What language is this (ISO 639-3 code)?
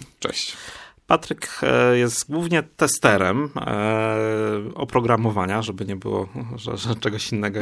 pol